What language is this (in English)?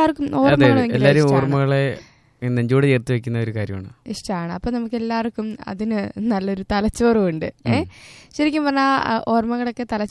Malayalam